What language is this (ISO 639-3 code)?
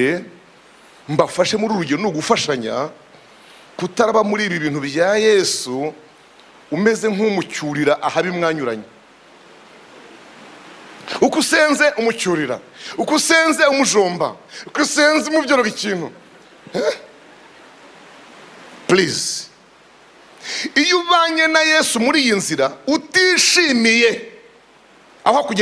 kin